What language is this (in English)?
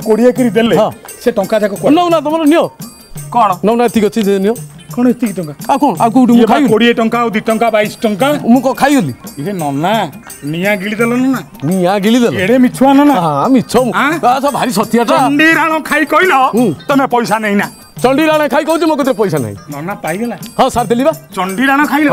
Odia